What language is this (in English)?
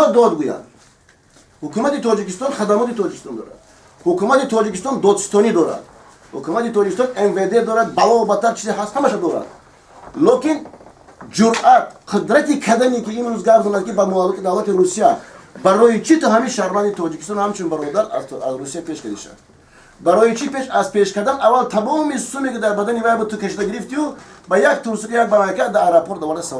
Tajik